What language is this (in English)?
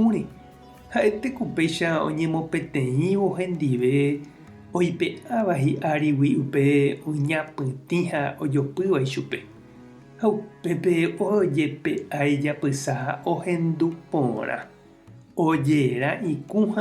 Guarani